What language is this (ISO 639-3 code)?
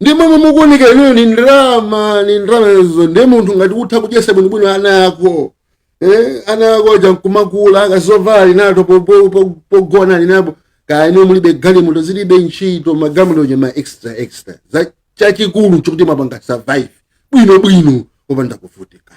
nya